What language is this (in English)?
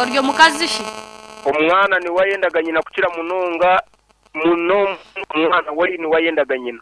Nyankole